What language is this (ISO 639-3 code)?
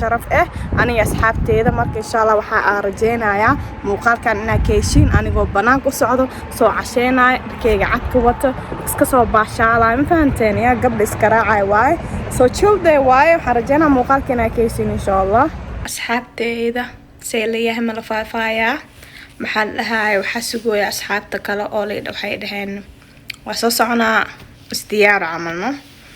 som